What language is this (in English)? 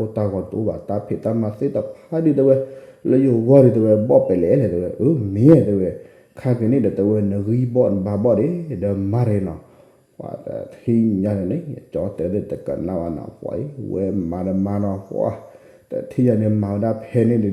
S'gaw Karen